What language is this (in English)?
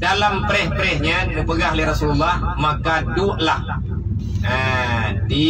Achinese